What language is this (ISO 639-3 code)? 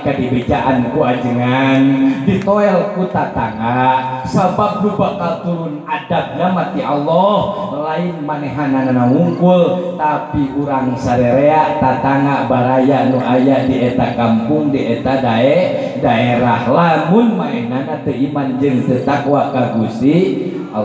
sun